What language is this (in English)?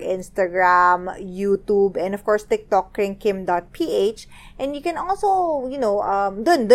Filipino